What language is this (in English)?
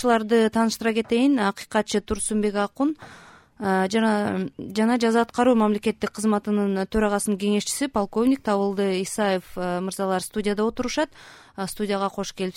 Kyrgyz